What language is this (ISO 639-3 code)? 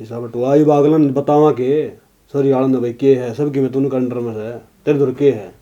bgc